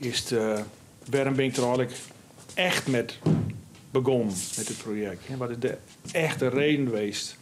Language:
Western Frisian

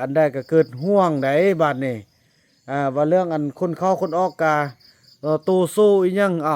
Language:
Lao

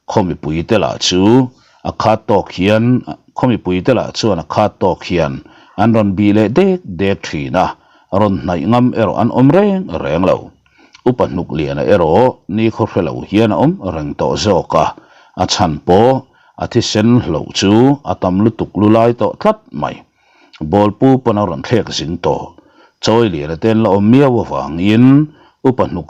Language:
Mizo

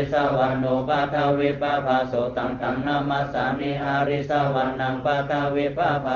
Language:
Pali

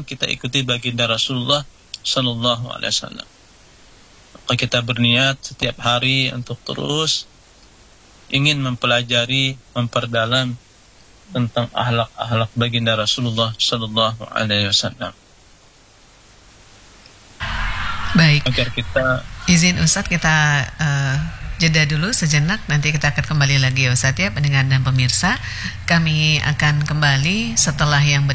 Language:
Indonesian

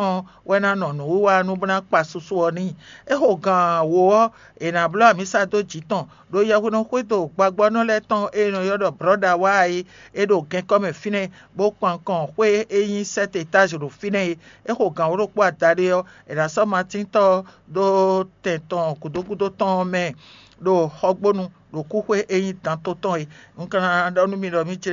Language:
Fon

